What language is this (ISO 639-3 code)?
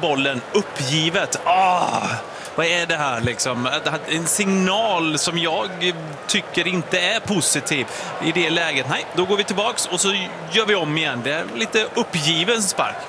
swe